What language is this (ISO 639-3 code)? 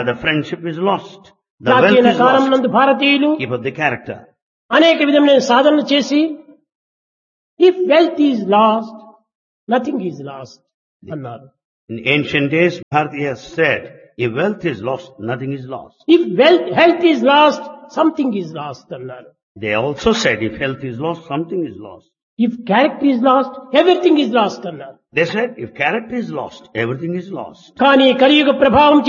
tel